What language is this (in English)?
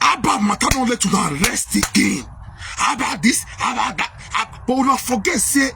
Nigerian Pidgin